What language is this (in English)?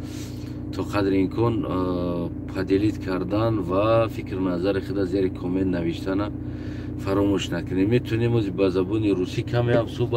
Tajik